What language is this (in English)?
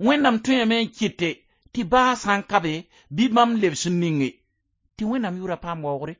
Mossi